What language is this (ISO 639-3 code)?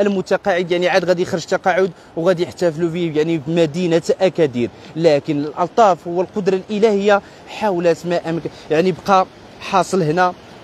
ary